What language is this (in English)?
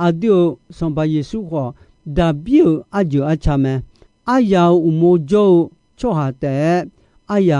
Akha